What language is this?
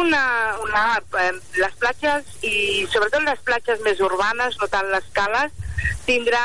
Catalan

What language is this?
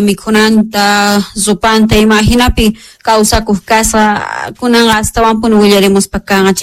South Bolivian Quechua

